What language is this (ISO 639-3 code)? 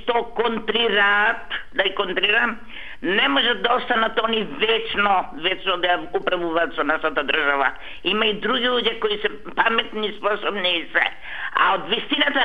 mkd